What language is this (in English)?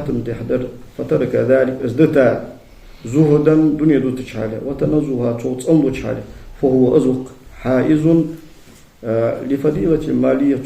Ingush